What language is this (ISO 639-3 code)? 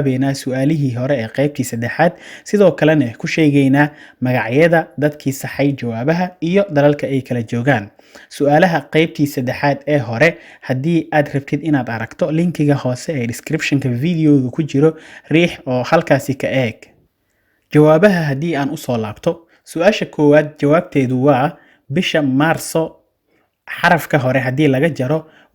som